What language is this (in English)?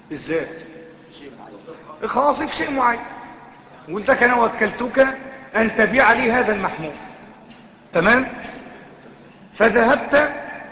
Arabic